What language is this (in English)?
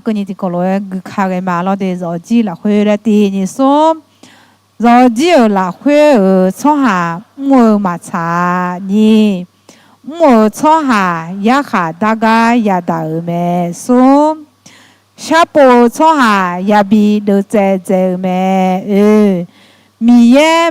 Akha